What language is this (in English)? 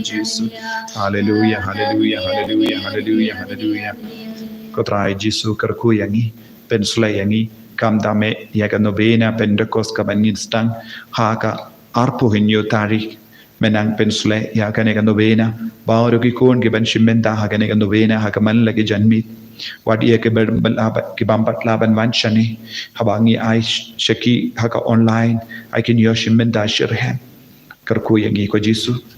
Khasi